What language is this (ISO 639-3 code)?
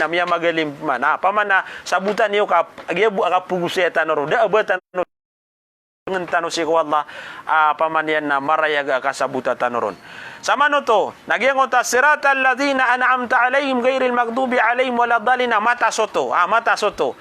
mrw